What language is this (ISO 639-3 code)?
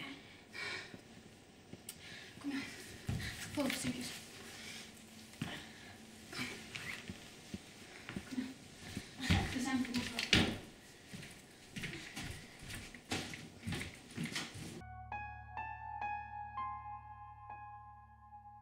nor